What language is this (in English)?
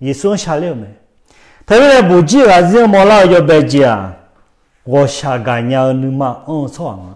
Akha